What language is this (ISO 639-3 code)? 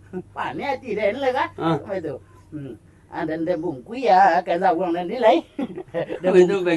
min